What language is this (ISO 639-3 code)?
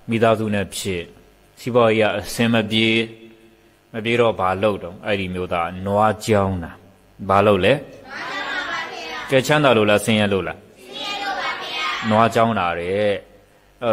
mya